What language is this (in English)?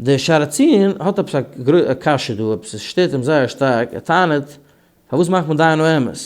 Yiddish